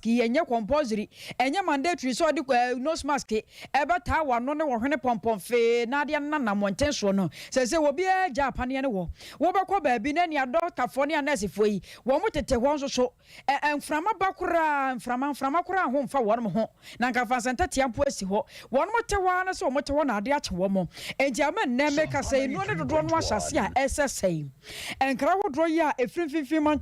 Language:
Akan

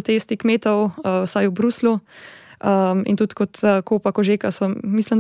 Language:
Slovenian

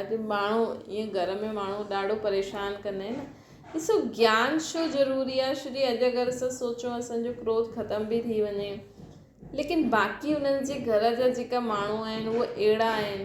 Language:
Sindhi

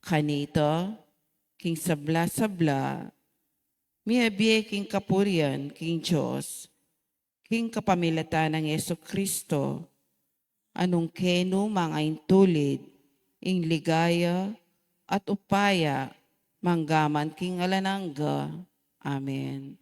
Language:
Pampanga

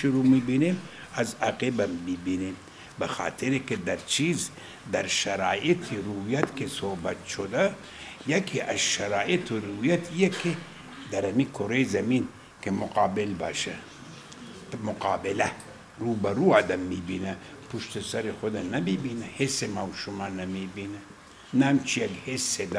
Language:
Persian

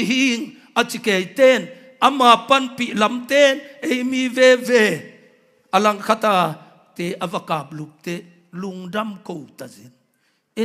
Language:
Tedim Chin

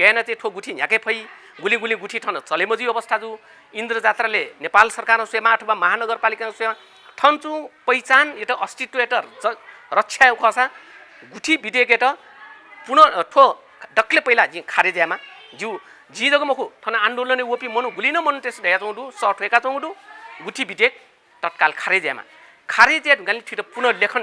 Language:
Newari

